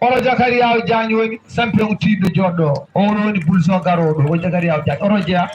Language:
Fula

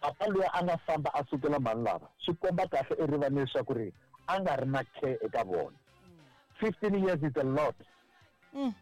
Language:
Tsonga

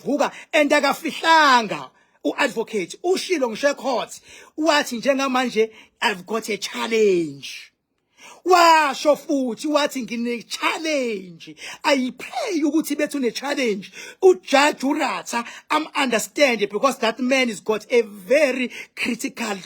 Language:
Zulu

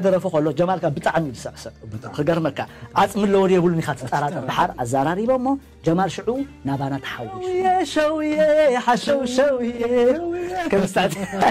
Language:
Tigrinya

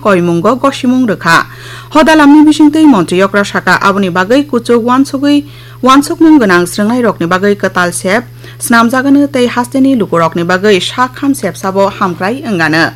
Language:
Kok Borok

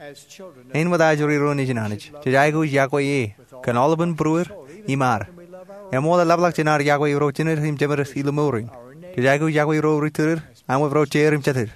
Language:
Marshallese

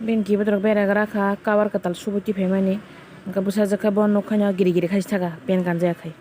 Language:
Kok Borok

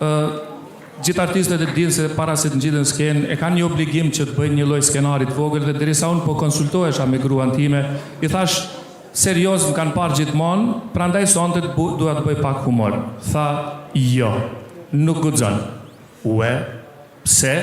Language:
Albanian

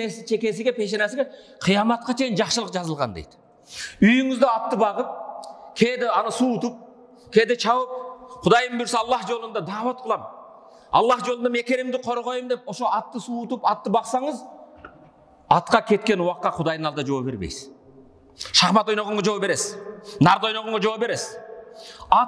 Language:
Kyrgyz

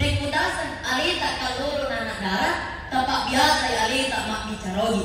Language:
Buginese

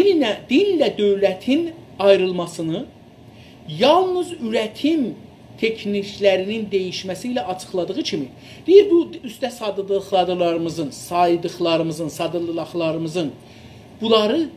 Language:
South Azerbaijani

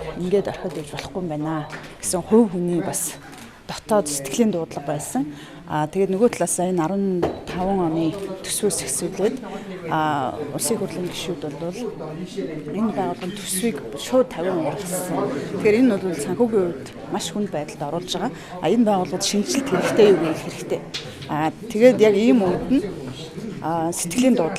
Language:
Mongolian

